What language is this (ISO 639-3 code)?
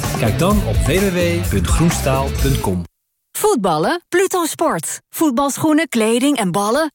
nld